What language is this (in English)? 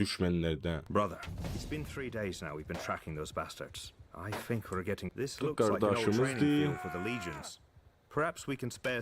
South Azerbaijani